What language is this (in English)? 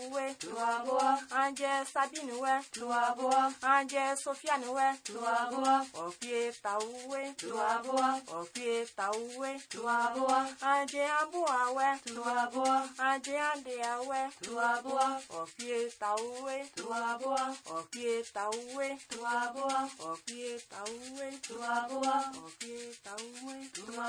Basque